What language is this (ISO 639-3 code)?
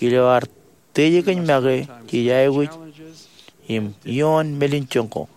mah